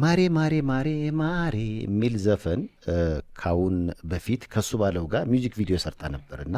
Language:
Amharic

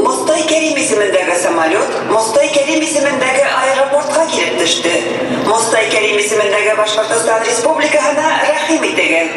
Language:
Bashkir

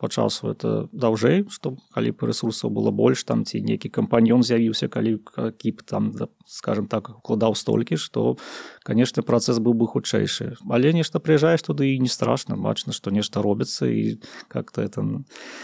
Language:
Belarusian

